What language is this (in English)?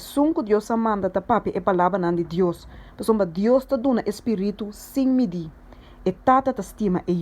Papiamento